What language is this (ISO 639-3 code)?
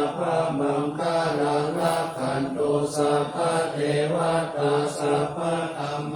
pli